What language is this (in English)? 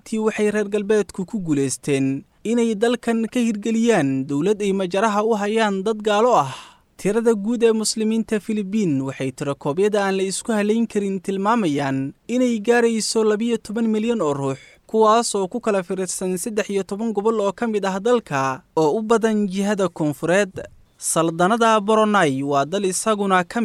Somali